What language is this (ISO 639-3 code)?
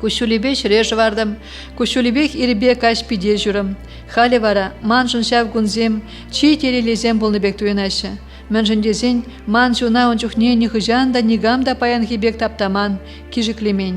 chv